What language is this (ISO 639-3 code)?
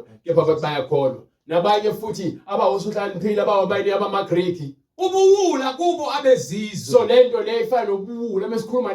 zul